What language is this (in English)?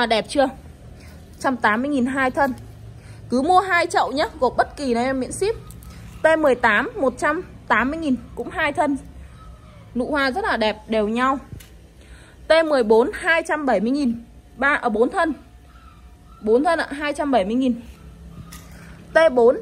Vietnamese